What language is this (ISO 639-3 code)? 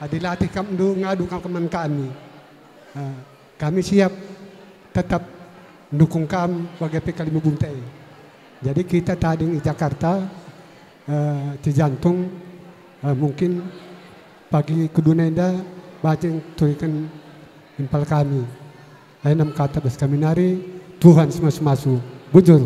btx